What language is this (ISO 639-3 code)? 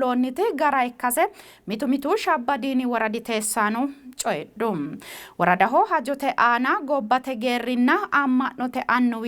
sid